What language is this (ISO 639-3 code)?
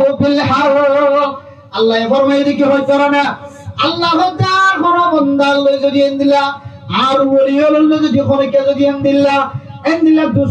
rhg